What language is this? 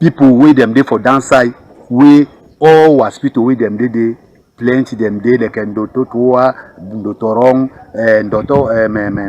Cameroon Pidgin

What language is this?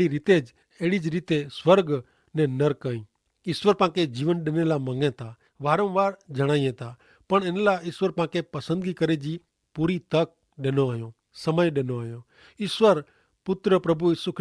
Kachhi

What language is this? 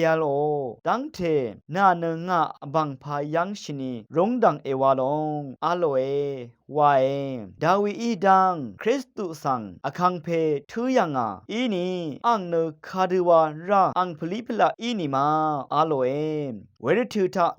Rawang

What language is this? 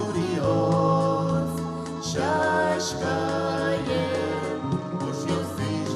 Udmurt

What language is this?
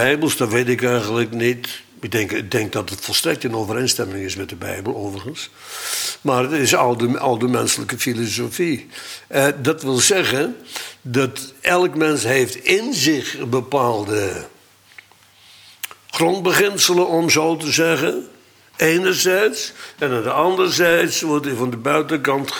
Dutch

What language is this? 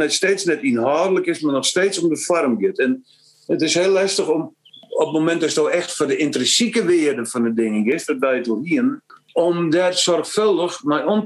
Western Frisian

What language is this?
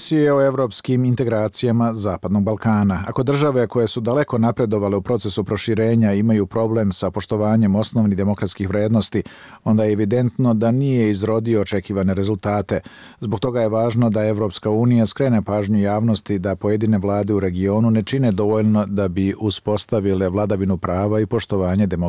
Serbian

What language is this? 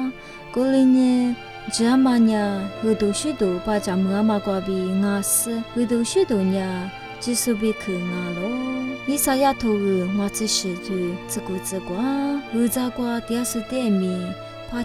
Lisu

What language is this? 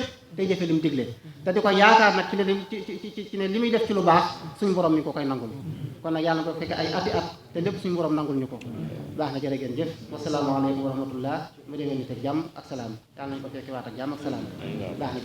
Wolof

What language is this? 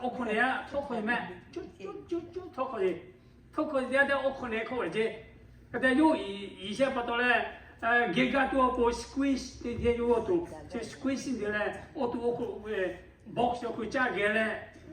Lahu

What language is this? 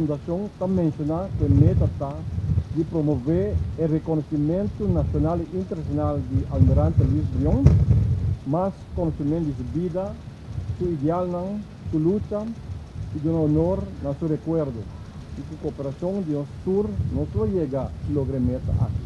Papiamento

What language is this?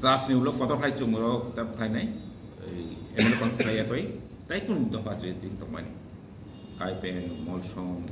Kok Borok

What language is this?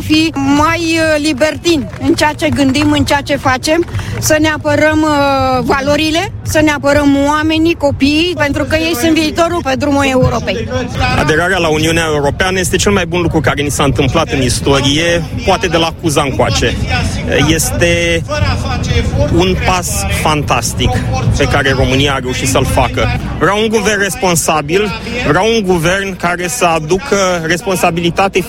Romanian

